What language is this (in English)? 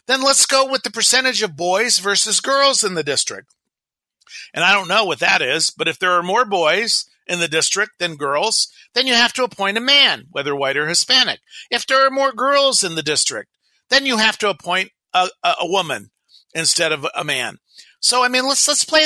English